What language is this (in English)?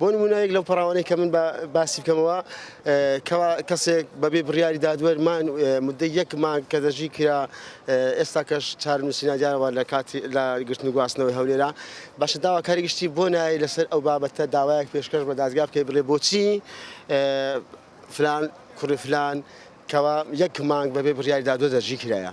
Central Kurdish